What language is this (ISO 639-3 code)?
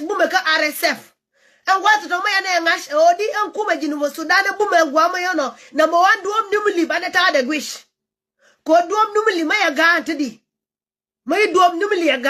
nus